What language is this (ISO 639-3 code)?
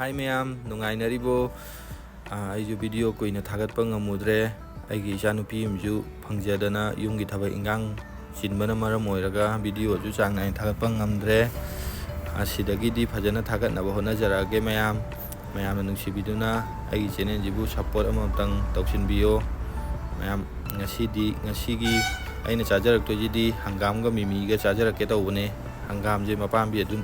mni